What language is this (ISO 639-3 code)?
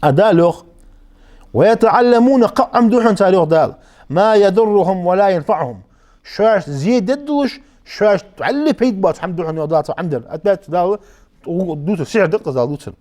inh